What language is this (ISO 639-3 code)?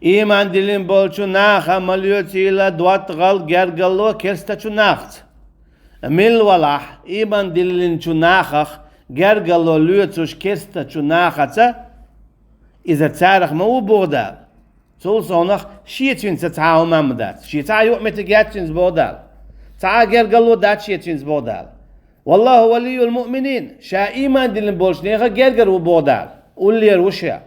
che